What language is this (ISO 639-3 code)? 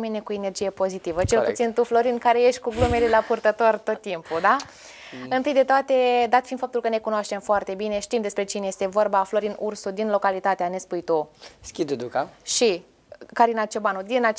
ron